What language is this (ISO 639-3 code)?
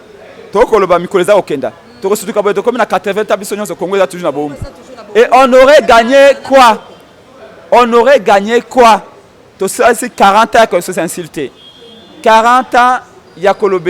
lin